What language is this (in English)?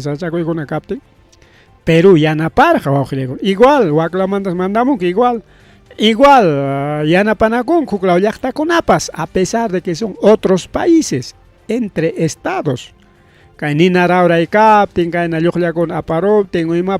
Ayacucho Quechua